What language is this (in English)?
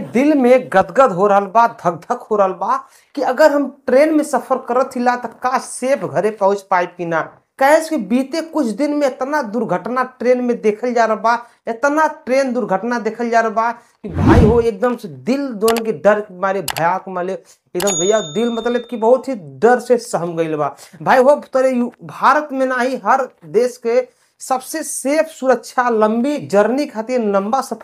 Bhojpuri